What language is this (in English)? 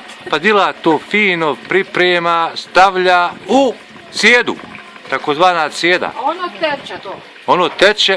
Bosnian